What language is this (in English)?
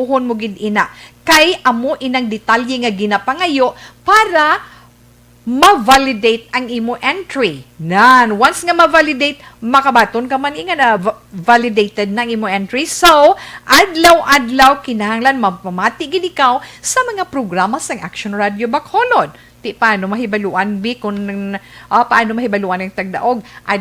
Hiligaynon